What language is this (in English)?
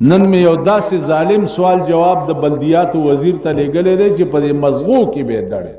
Pashto